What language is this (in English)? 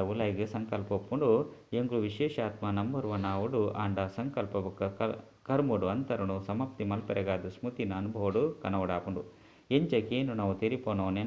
Tulu